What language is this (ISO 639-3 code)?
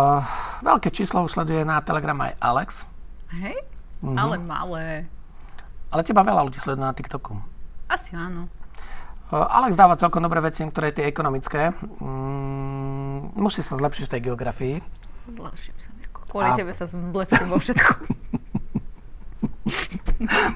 slk